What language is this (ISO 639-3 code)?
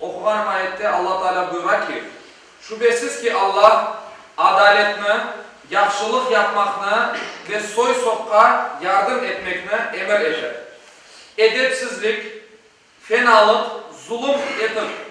crh